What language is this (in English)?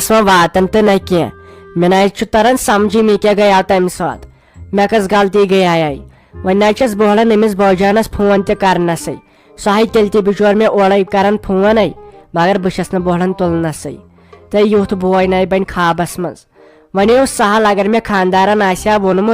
Kashmiri